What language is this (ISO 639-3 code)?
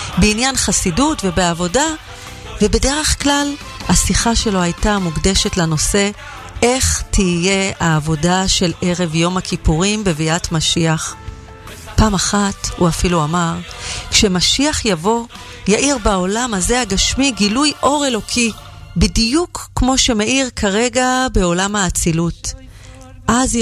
heb